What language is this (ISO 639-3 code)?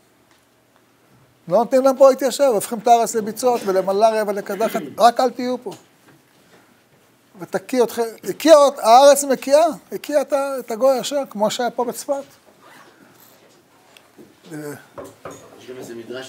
heb